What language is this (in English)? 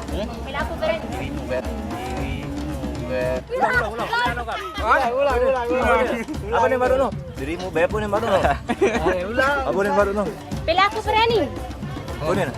Sasak